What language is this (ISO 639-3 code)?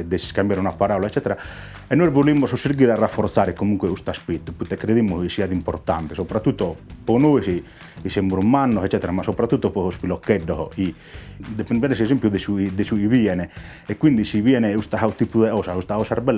srd